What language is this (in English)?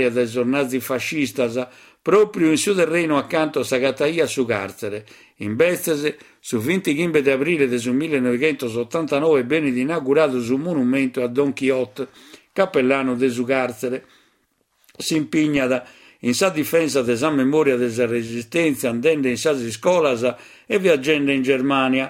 Sardinian